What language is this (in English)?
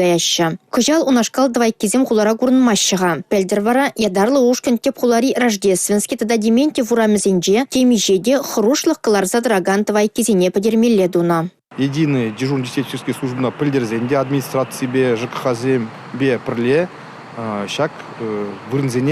Chuvash